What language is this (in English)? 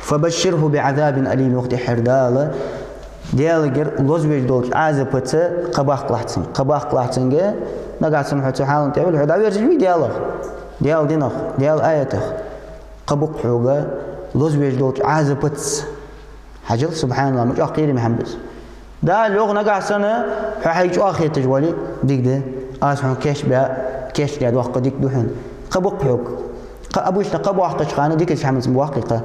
Ingush